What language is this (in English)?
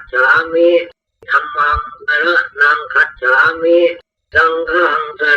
Pali